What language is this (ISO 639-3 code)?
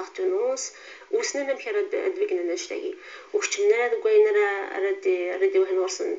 kab